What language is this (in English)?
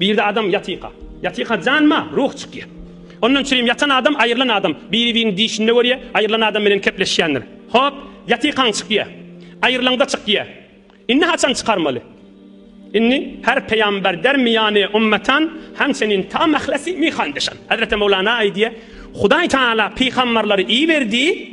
Turkmen